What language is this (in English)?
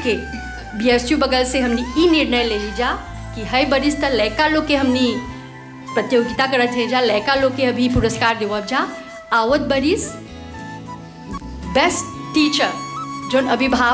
Bhojpuri